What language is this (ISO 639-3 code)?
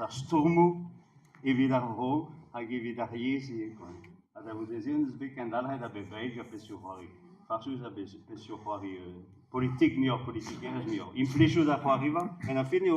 bre